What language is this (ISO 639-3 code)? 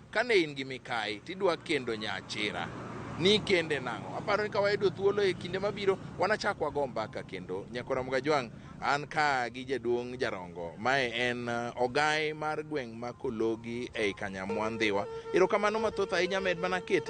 luo